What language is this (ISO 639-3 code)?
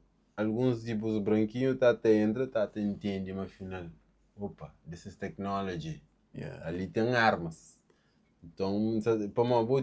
kea